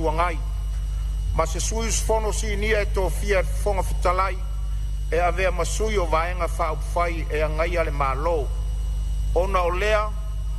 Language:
Samoan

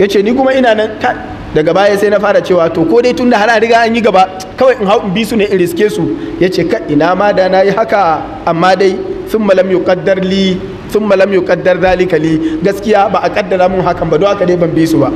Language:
Hausa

